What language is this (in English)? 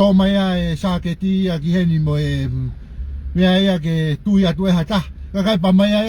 Tongan